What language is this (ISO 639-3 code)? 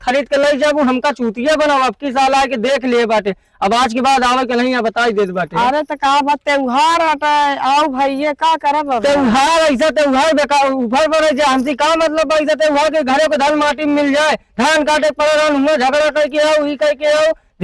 awa